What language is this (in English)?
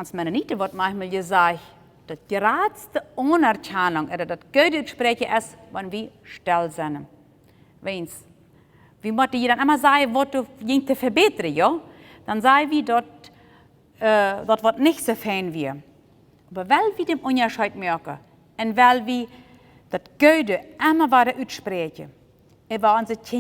Plautdietsch